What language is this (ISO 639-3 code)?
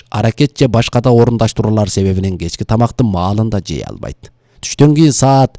kir